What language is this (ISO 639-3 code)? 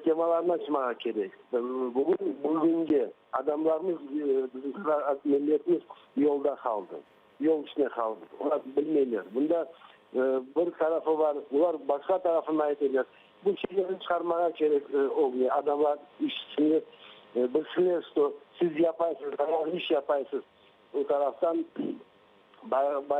crh